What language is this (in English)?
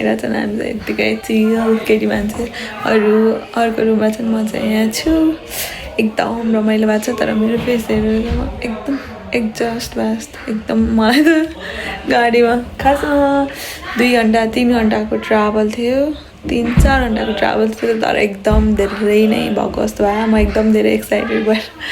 Nepali